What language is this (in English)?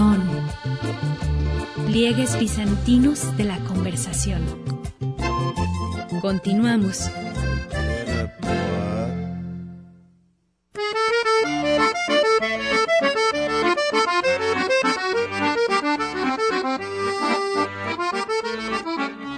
Spanish